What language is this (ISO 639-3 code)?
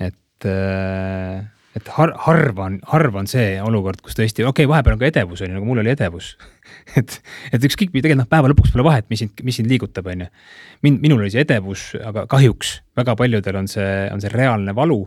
est